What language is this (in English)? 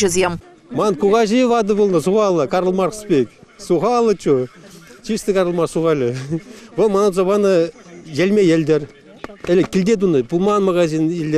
Chuvash